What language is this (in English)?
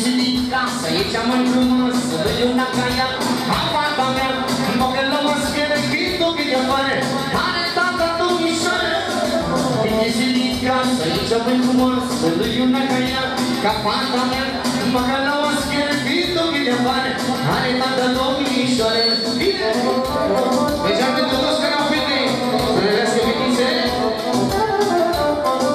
Romanian